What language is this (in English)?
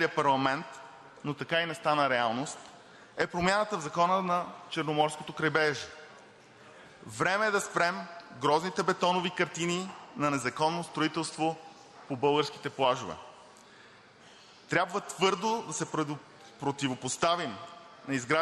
Bulgarian